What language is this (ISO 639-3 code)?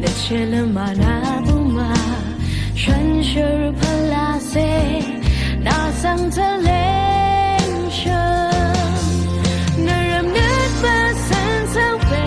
raw